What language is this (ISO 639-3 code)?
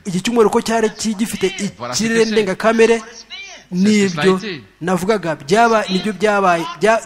kin